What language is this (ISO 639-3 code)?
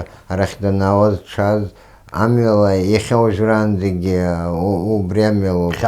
abk